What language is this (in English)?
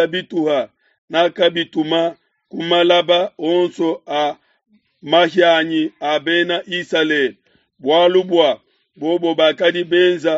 Luba-Lulua